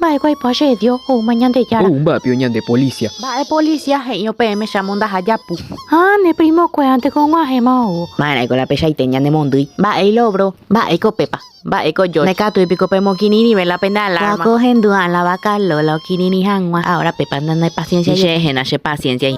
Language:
Guarani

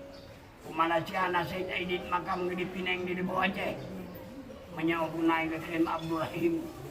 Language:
Achinese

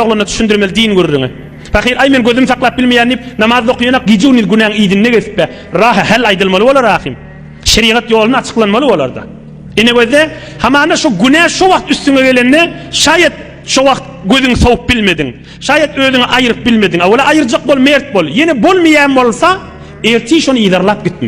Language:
Turkmen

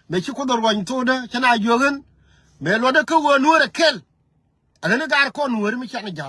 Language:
Nuer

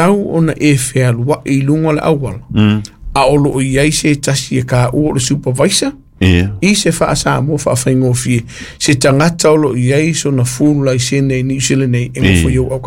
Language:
Samoan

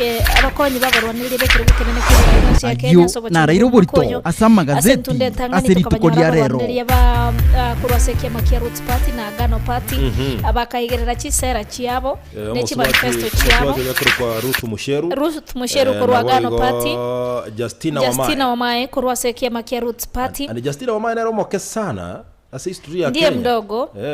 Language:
Gusii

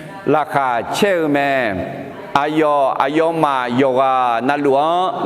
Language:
Akha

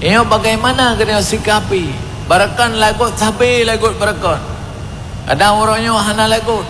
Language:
Achinese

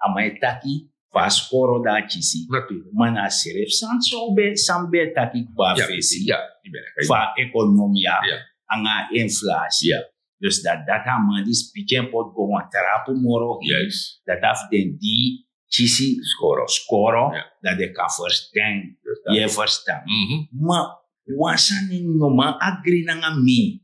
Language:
Sranan Tongo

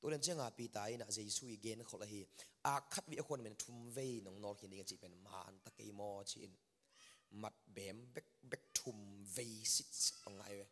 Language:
Tedim Chin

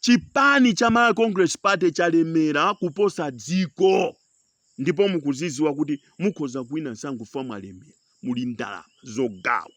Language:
Nyanja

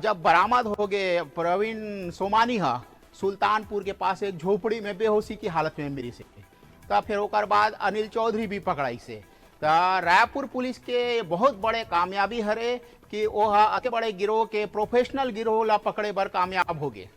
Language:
Chhattisgarhi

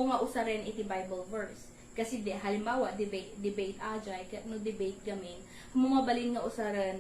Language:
Iloko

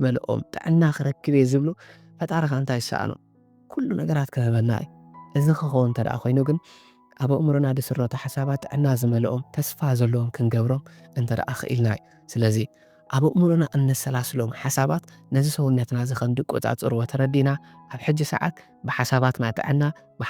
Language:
Tigrinya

